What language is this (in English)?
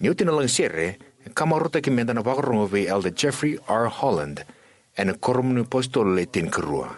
Fijian